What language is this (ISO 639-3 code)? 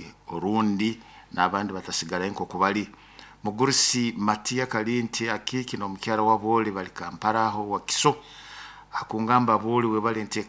nyo